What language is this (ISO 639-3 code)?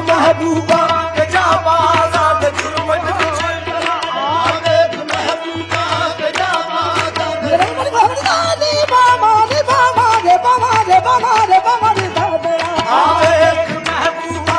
pan